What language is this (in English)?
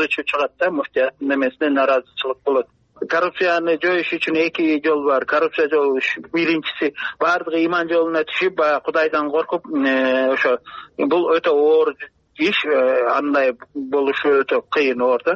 Kyrgyz